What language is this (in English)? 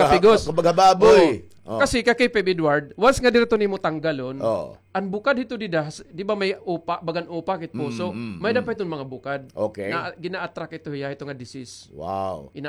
Waray